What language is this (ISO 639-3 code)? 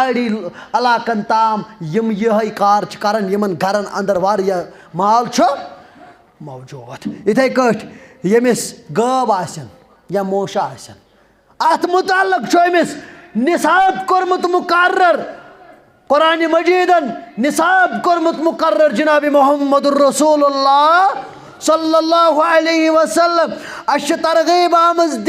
kas